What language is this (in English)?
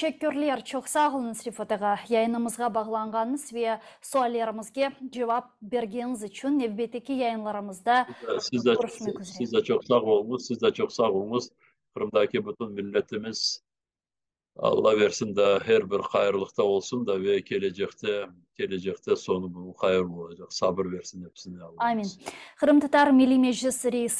Crimean Tatar